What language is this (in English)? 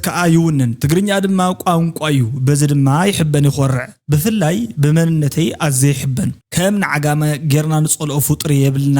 Tigrinya